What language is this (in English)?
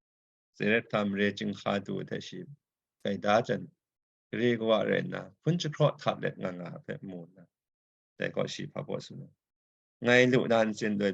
Kachin